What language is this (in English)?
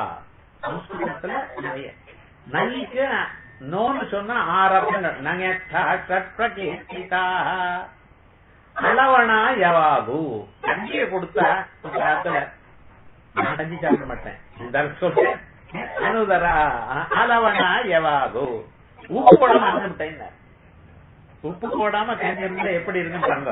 Tamil